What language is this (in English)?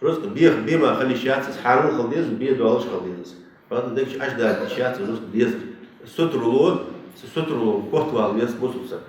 Ingush